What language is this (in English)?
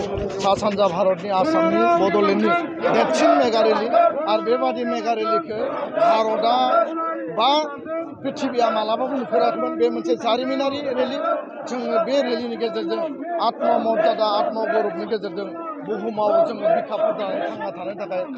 Bodo